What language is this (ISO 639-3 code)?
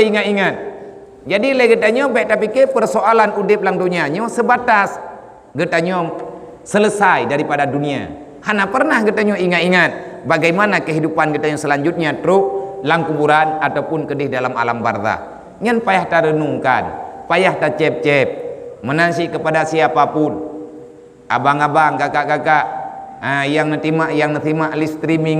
ace